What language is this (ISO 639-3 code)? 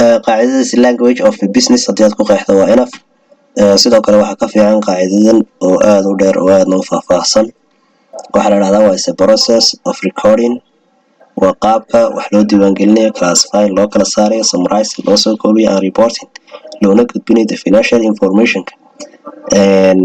som